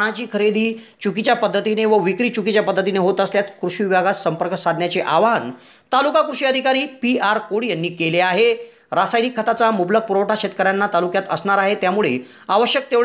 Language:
Marathi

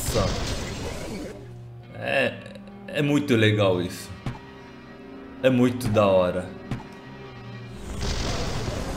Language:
Portuguese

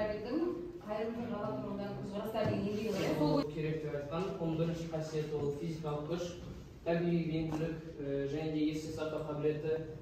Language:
Kazakh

